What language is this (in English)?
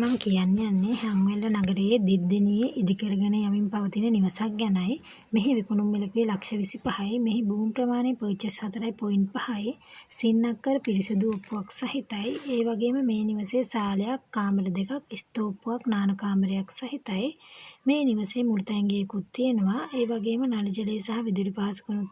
Sinhala